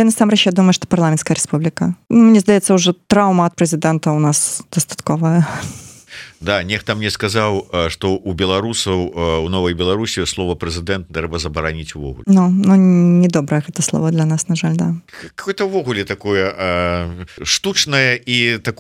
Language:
Belarusian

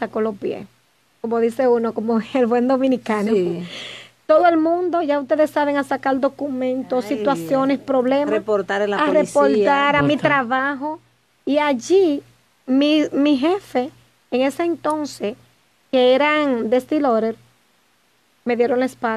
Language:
Spanish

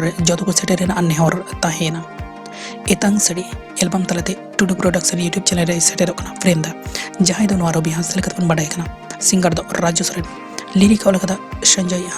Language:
Santali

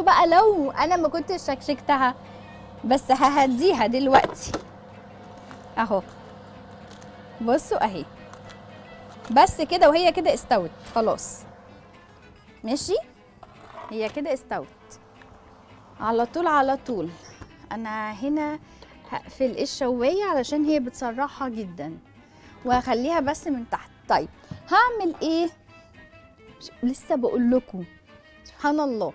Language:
Egyptian Arabic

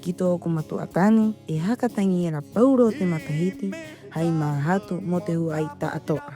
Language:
Rapanui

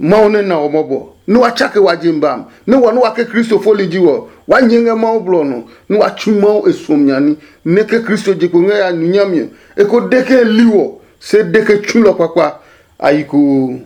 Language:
Adangme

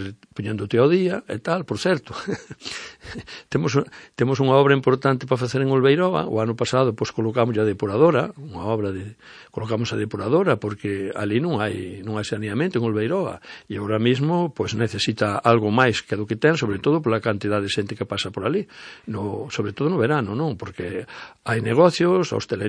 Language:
Galician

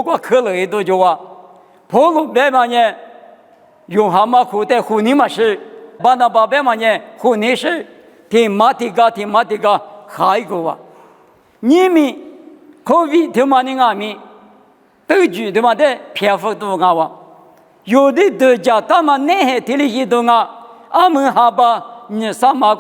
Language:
Lisu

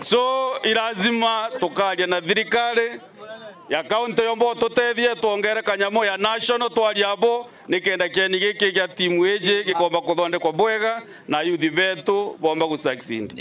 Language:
Meru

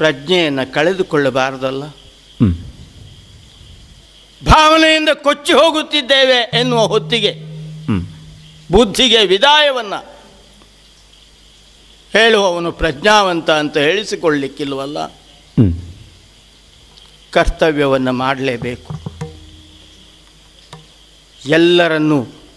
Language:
Kannada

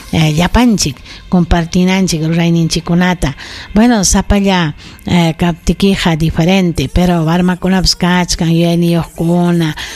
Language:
Ayacucho Quechua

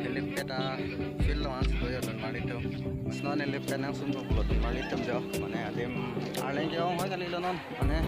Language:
Karbi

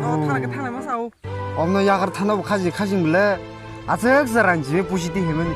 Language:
Kok Borok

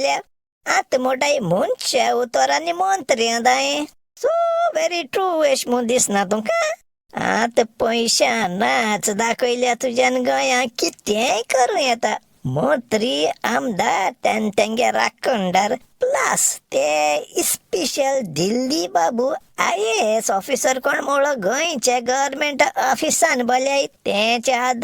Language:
Konkani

